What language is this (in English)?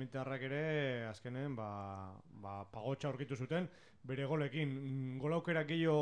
Basque